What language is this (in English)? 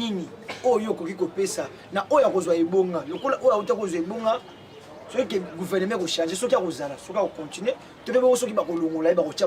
Lingala